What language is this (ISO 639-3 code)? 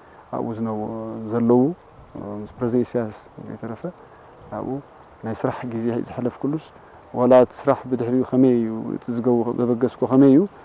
tir